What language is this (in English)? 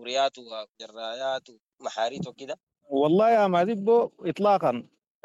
Sudanese Arabic